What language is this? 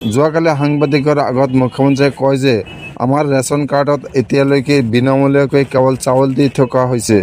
Assamese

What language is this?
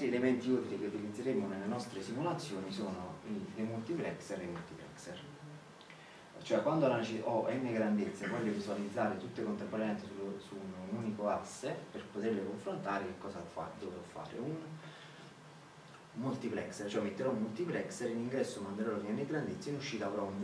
Italian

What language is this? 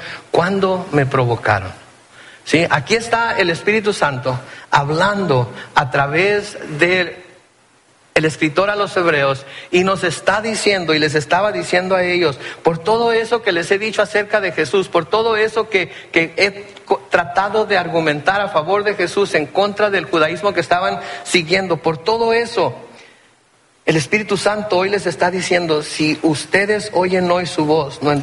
Spanish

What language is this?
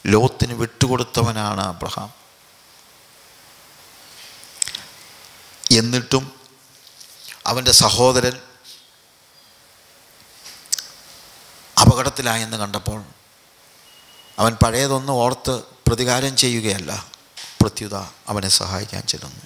Malayalam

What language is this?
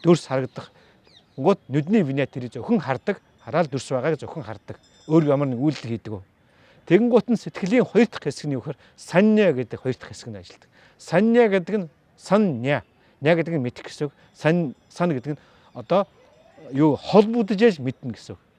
Mongolian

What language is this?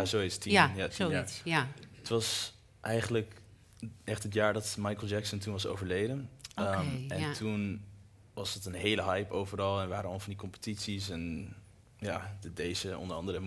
Dutch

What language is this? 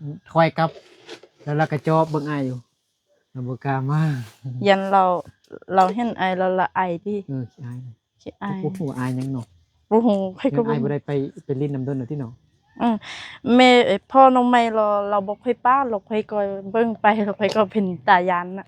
Lao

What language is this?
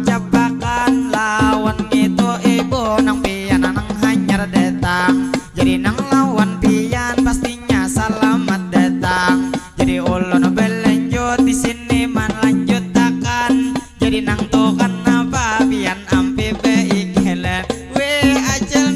Banjar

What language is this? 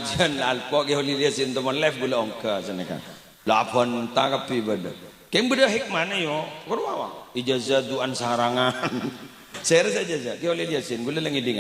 Madurese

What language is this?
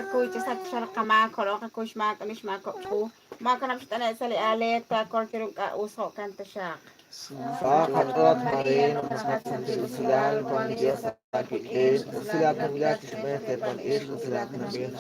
Kekchí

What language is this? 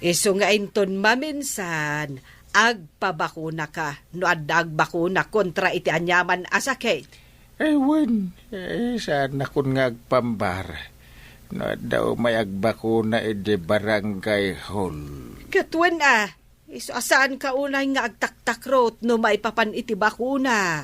Iloko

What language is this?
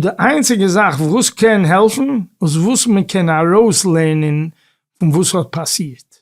Yiddish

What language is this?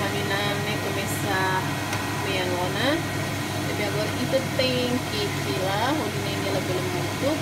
Tetum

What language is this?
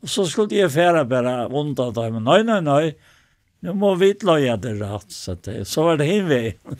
Faroese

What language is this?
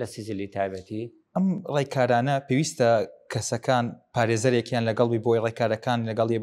Central Kurdish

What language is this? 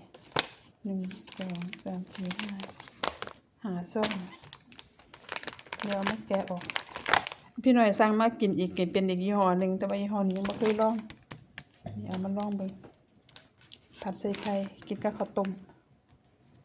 Lao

